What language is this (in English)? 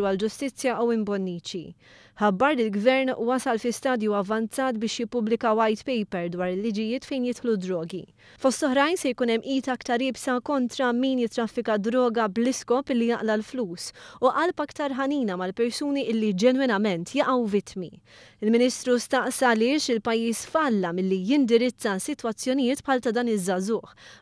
Maltese